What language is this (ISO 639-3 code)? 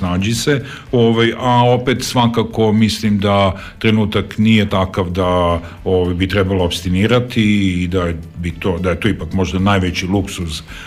srp